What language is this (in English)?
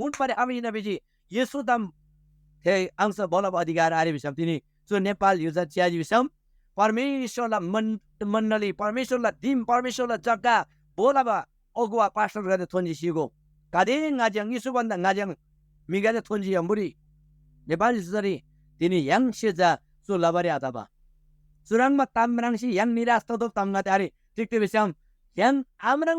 Eastern Tamang